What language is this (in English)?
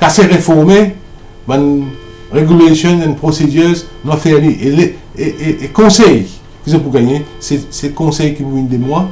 Morisyen